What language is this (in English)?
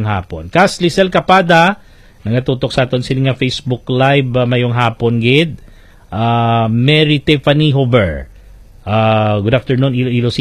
Hiligaynon